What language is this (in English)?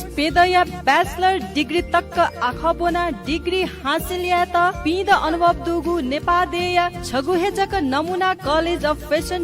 Newari